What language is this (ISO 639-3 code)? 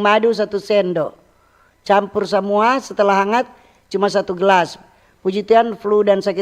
xmm